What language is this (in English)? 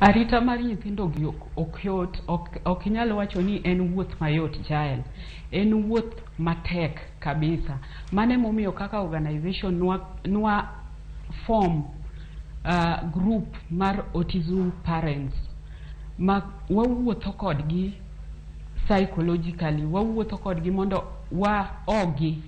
Luo (Kenya and Tanzania)